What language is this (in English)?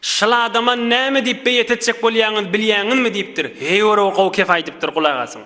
Turkmen